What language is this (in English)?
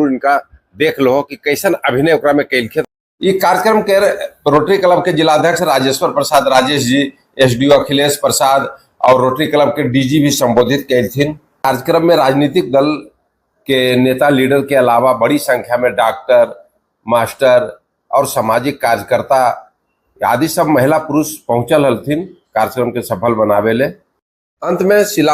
Magahi